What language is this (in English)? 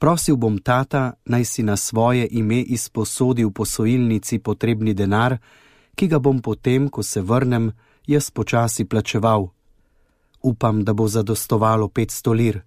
Slovenian